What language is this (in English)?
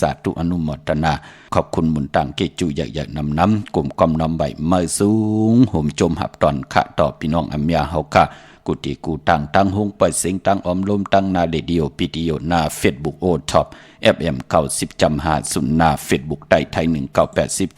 Shan